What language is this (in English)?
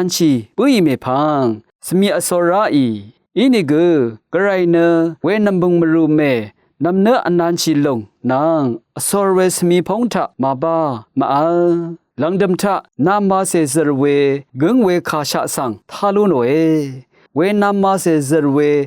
Rawang